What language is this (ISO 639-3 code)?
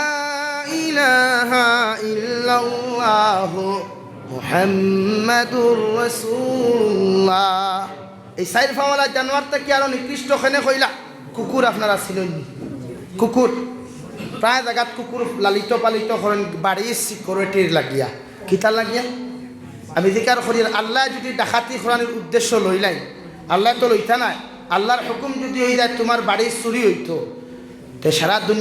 syl